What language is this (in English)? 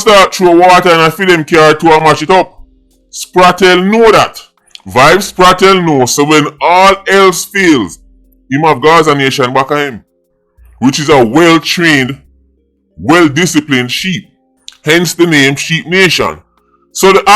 Jamaican Creole English